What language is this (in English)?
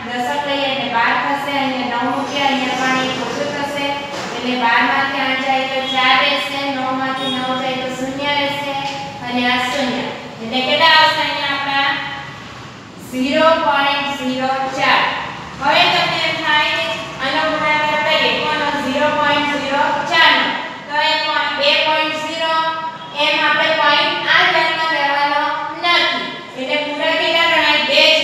Gujarati